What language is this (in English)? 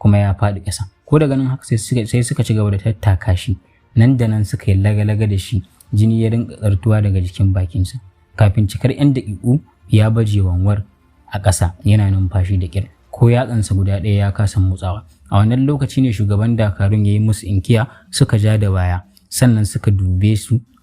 Hausa